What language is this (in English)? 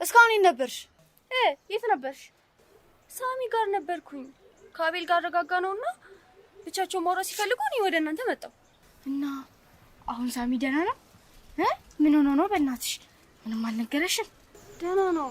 Amharic